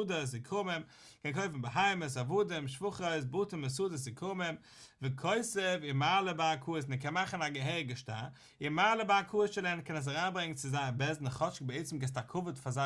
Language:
Yiddish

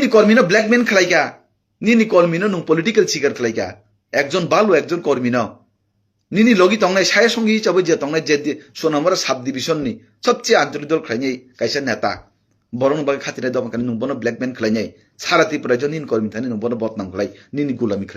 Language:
Kok Borok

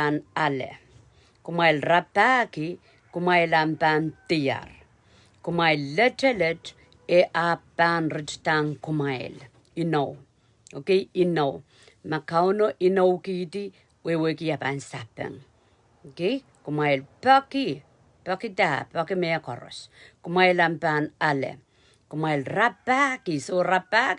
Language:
Pohnpeian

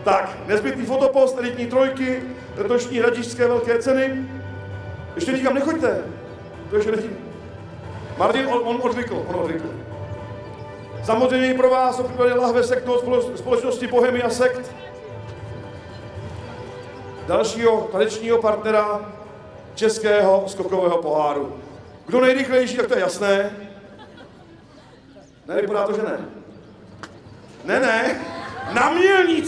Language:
Czech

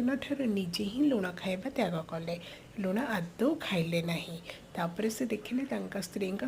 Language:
Odia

